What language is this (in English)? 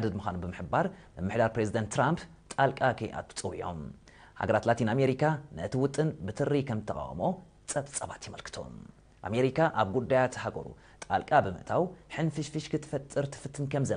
Tigrinya